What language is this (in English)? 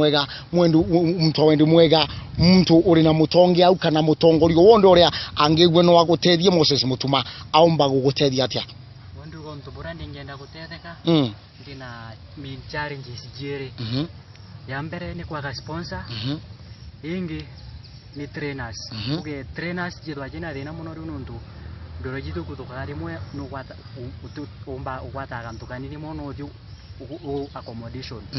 Meru